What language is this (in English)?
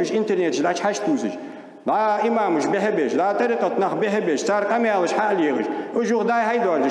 Ingush